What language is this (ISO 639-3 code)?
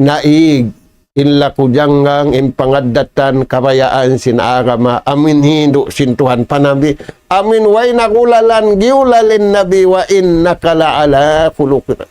tsg